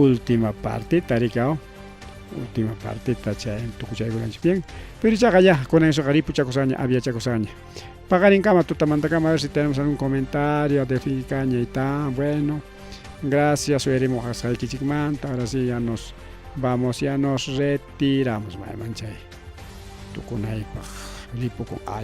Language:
Ayacucho Quechua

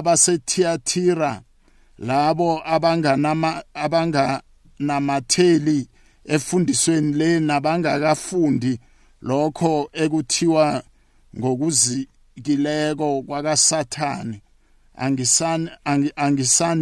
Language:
South Ndebele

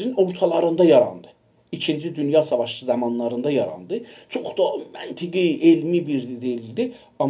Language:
South Azerbaijani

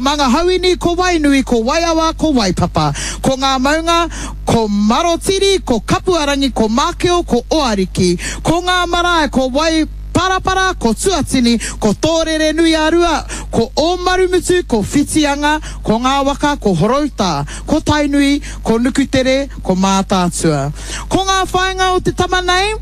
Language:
Māori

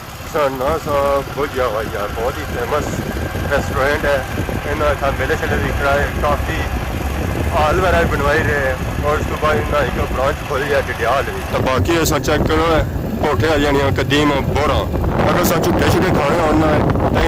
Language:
Pahari-Potwari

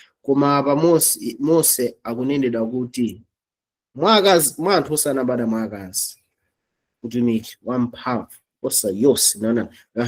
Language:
Nyanja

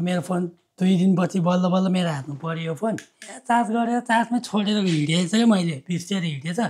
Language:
Nepali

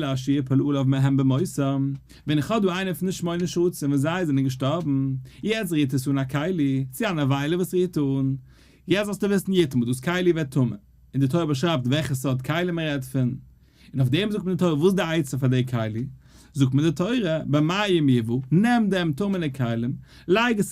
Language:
Yiddish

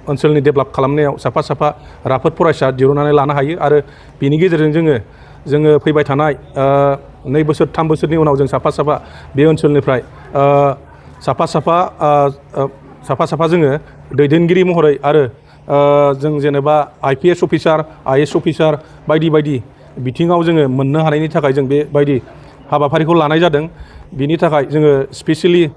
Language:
Bodo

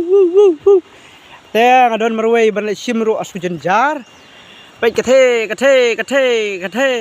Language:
Khasi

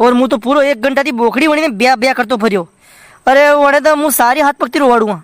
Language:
Rajasthani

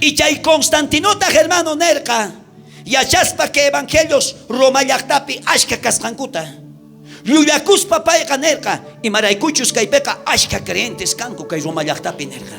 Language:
South Bolivian Quechua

